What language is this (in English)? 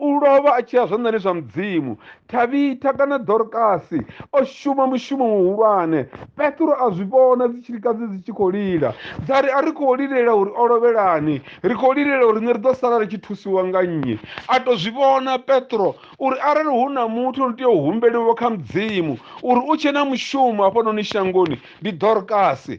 Venda